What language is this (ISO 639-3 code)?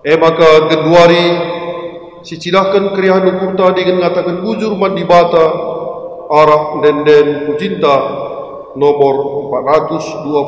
btx